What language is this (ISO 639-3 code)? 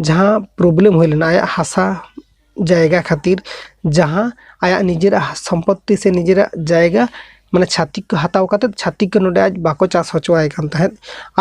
sat